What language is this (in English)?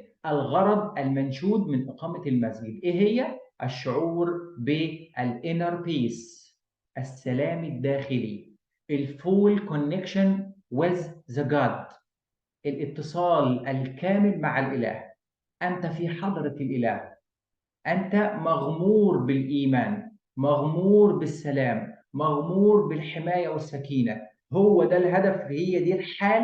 Egyptian Arabic